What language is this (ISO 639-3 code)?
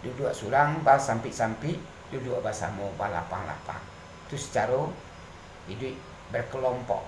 min